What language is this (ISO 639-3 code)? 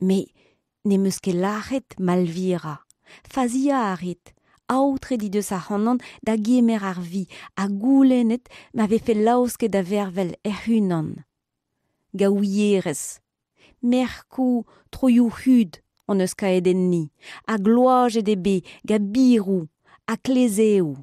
bre